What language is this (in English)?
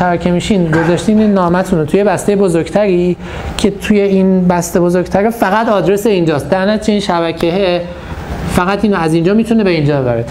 Persian